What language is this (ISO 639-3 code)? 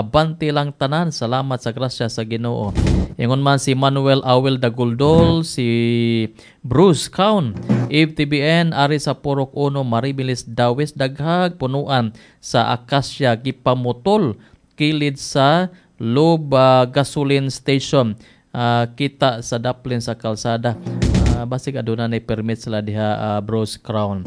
ceb